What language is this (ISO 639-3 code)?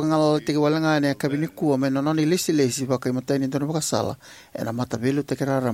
fij